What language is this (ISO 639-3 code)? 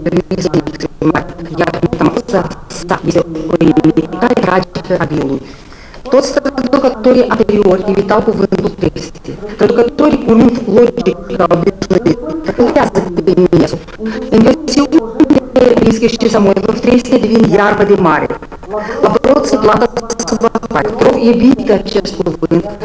ron